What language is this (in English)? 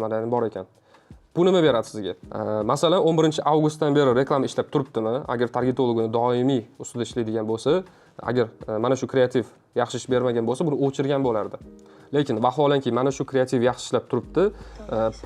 Uzbek